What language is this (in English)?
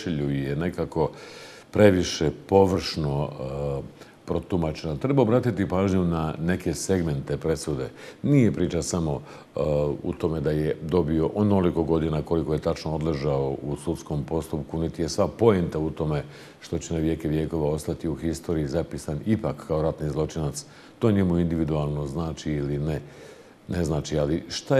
Bosnian